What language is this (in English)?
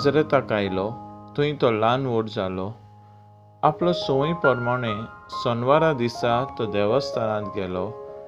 Konkani